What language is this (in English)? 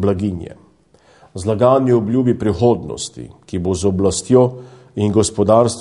Slovenian